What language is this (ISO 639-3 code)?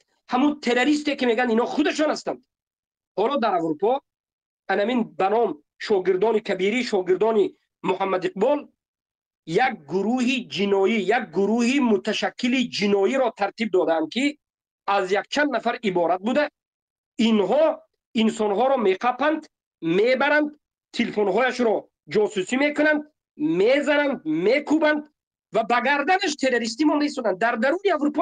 tgk